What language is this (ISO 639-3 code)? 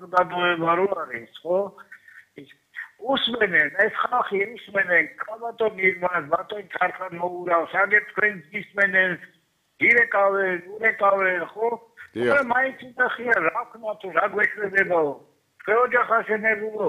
kat